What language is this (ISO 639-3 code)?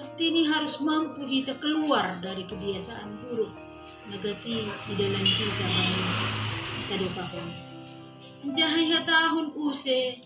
bts